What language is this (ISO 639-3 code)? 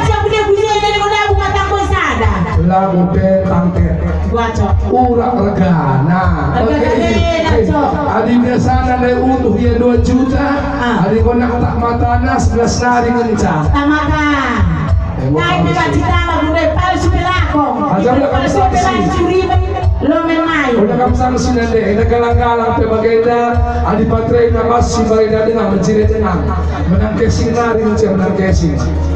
btx